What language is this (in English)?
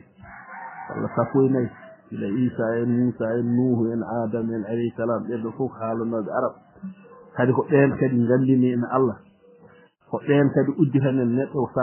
Fula